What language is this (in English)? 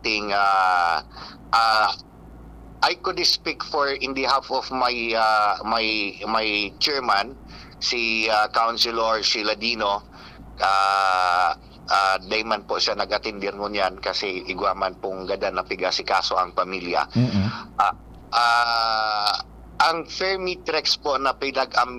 Bikol